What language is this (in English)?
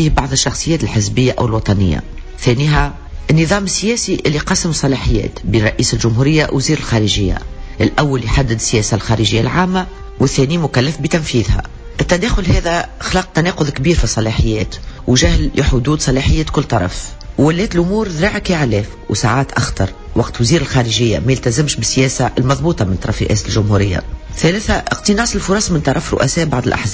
Tunisian Arabic